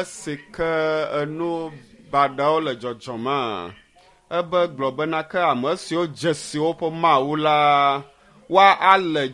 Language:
Ewe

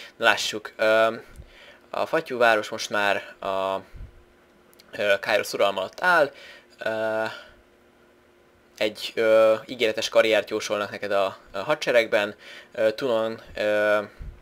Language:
Hungarian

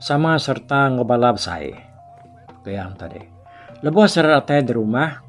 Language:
Iban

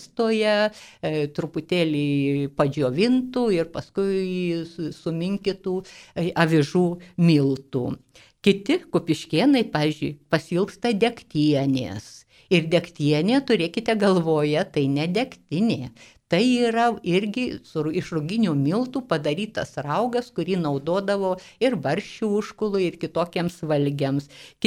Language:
Lithuanian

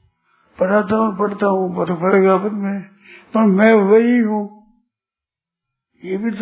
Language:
Hindi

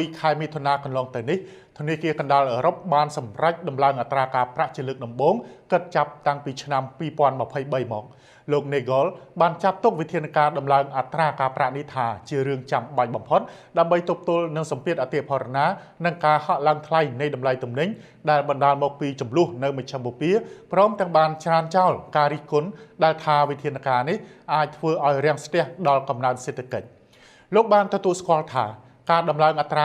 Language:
Khmer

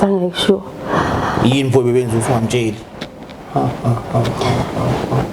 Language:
Zulu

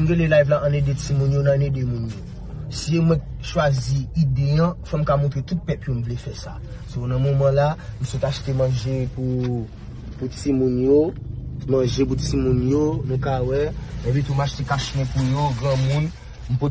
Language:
Haitian Creole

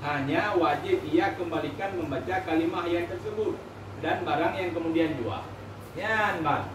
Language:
Achinese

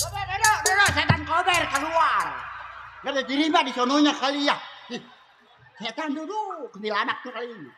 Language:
Betawi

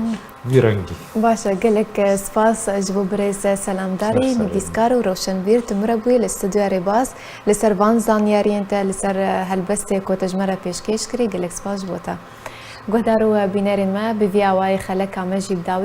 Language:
Kurdish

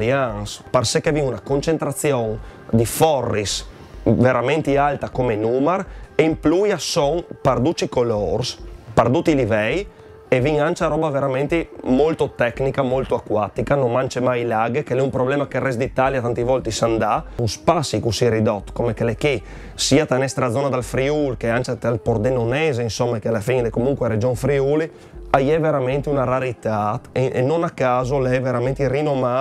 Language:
Friulian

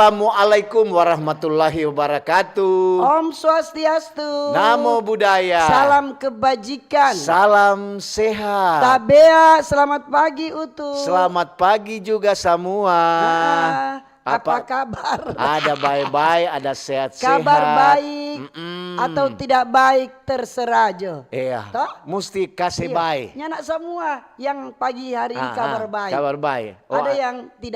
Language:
Manado Malay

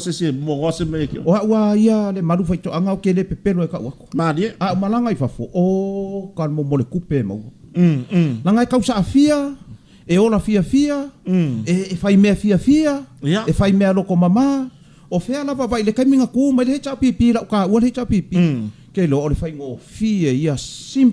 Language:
Samoan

